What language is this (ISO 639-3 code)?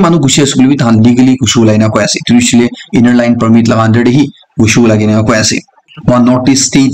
nag